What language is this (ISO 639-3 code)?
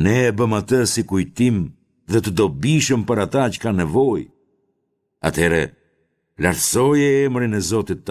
sqi